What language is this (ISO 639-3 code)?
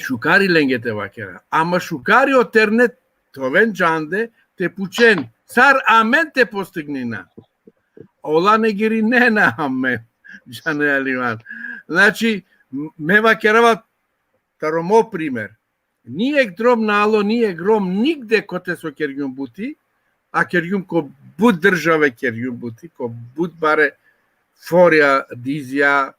rmn